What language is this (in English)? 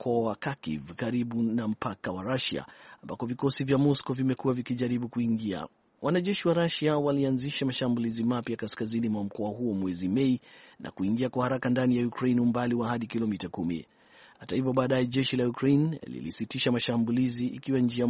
Swahili